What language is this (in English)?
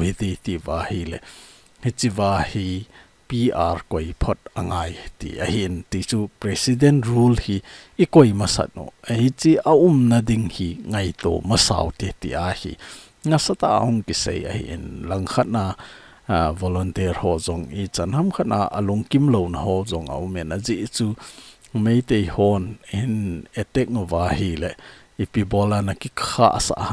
Thado Chin